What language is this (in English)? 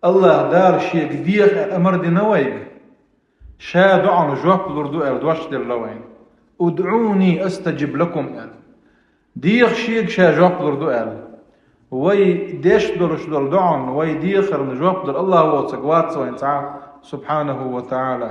Chechen